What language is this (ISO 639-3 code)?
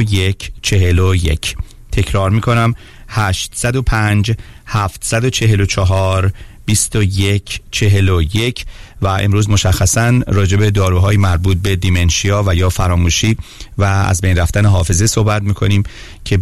fas